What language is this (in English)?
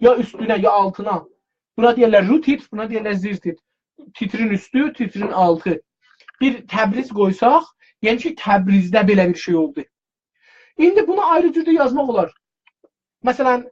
South Azerbaijani